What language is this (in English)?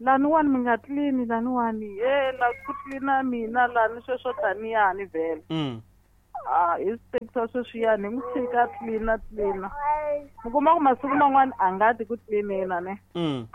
Tsonga